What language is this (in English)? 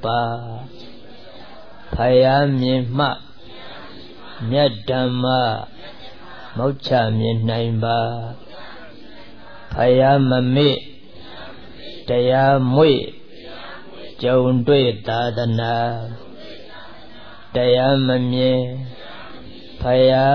Burmese